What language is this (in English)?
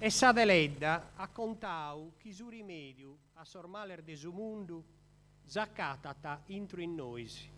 Sardinian